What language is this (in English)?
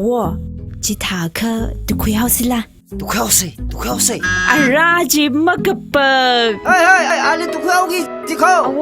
Tangkhul Naga (India)